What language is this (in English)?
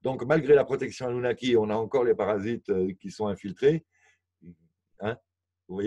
French